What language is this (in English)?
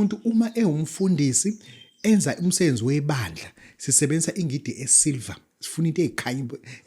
Zulu